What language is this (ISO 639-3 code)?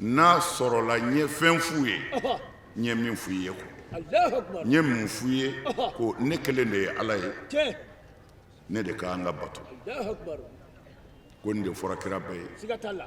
bam